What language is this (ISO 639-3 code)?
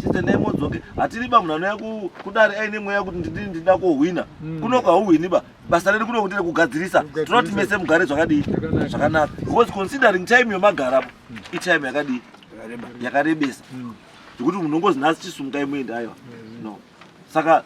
sna